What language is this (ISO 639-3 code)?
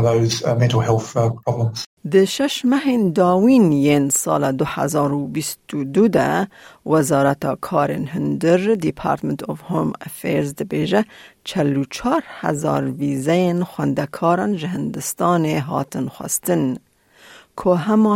kur